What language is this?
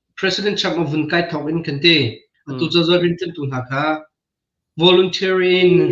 Hakha Chin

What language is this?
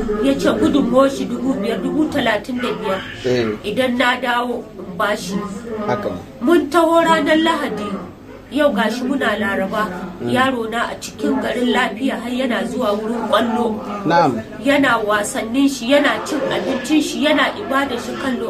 Hausa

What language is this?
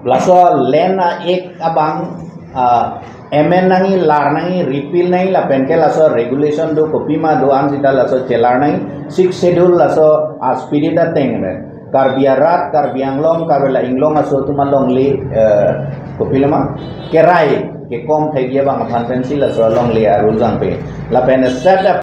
Karbi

